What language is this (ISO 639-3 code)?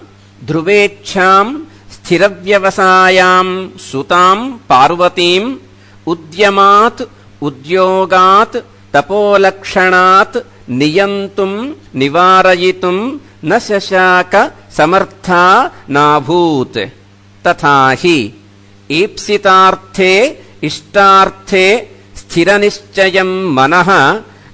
san